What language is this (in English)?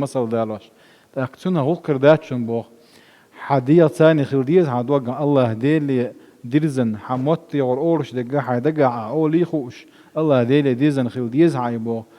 Chechen